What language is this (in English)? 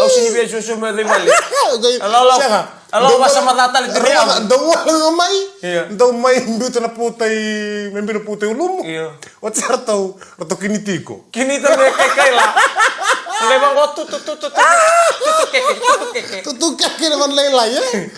Fijian